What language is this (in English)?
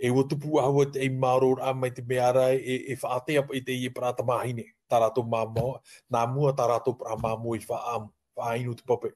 Tahitian